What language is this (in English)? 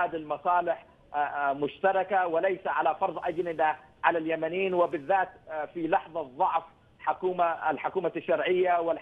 Arabic